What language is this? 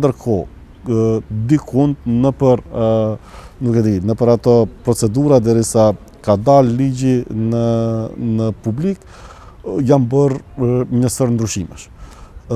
Albanian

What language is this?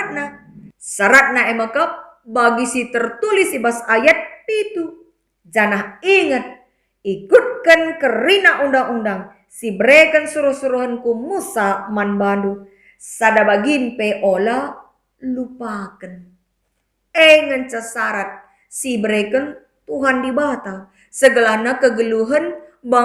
Batak Karo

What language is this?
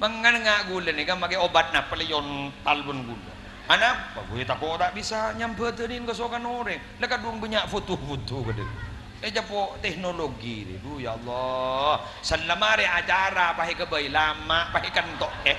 Madurese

